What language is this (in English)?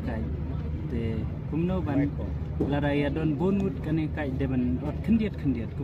Khasi